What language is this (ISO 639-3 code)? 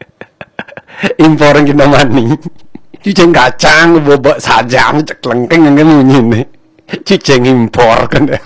ban